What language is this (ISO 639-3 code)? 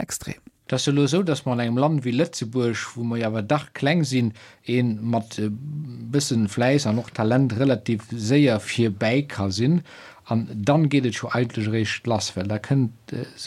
ltz